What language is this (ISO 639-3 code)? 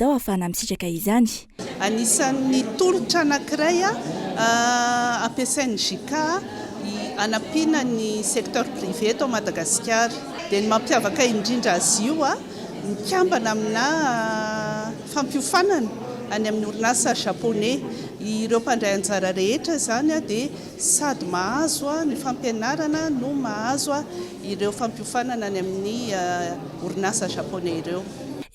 mlg